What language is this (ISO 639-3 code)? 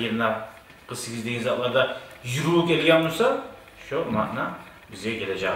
kum